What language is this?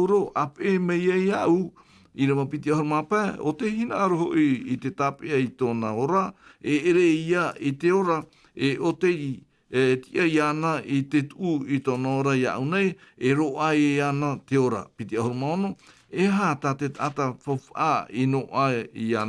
Tahitian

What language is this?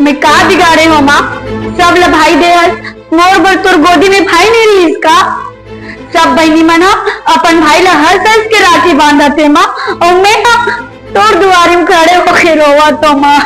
Chhattisgarhi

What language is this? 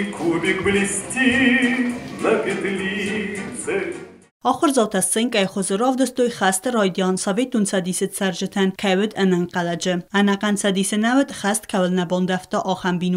Ossetic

